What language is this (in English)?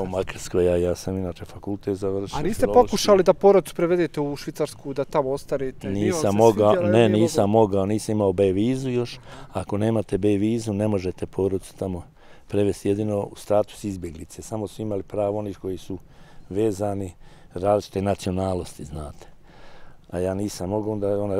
Bosnian